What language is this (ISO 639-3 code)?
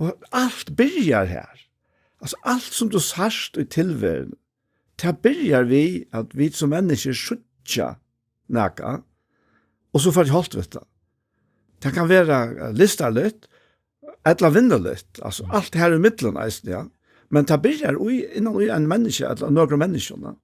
fao